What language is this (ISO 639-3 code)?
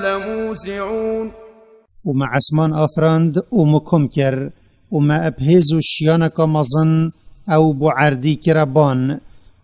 kur